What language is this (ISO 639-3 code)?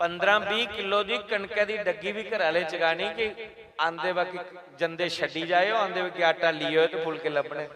doi